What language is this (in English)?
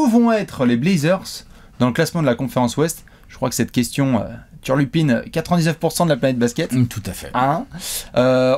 French